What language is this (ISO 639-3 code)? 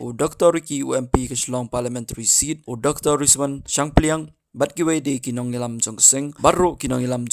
kha